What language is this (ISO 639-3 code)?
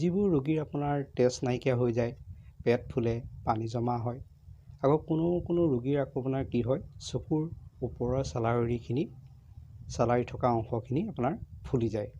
asm